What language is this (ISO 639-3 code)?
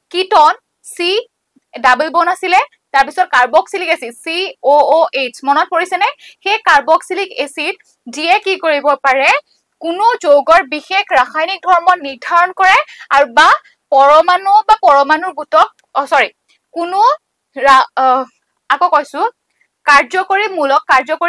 asm